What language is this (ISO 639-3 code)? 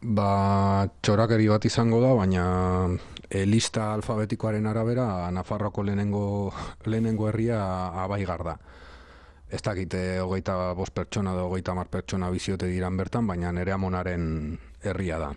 eus